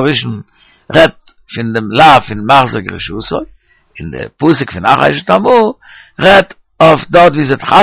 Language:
Yiddish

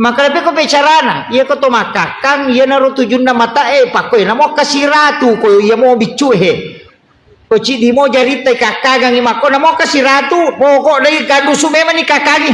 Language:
Buginese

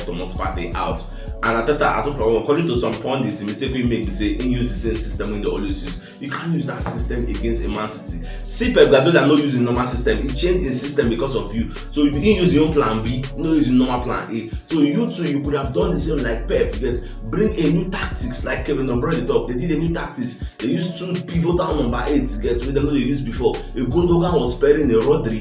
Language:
Nigerian Pidgin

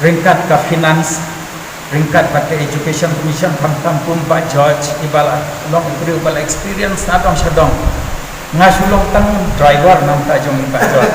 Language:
Khasi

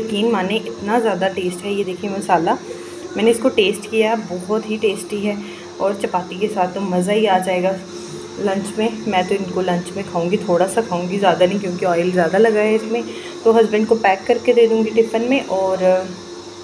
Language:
Hindi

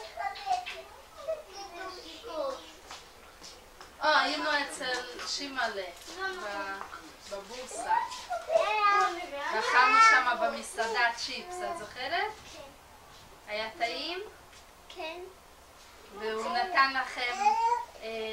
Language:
Hebrew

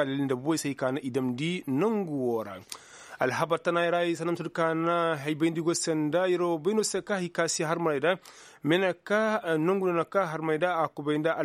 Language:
Koyraboro Senni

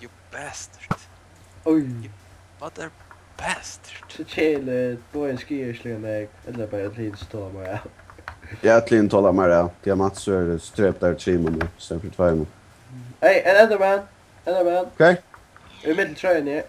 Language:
Faroese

